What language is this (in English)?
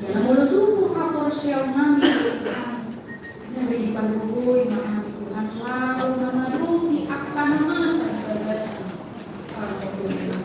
Batak Toba